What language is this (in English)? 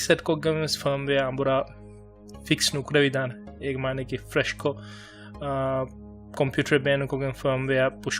Divehi